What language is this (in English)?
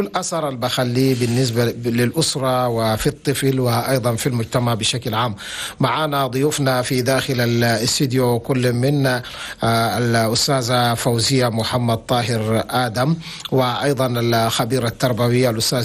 Chadian Arabic